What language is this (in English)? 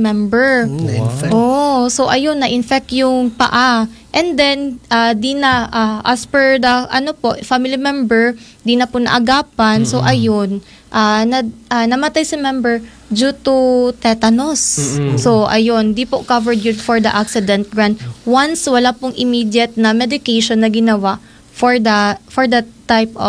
Filipino